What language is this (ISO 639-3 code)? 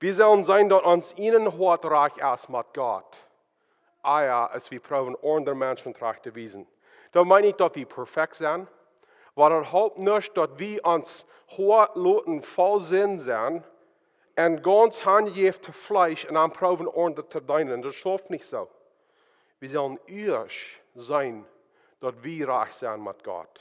pdt